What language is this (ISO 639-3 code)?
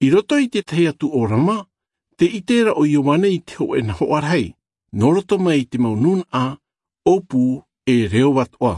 tah